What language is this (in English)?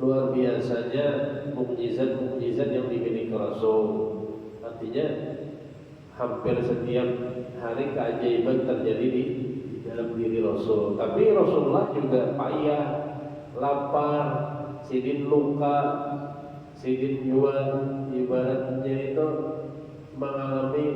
Banjar